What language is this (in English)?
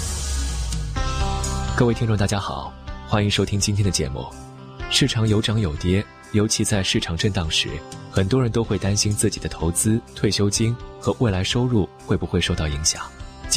Chinese